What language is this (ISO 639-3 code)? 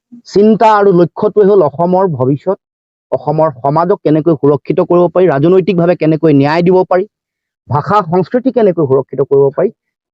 asm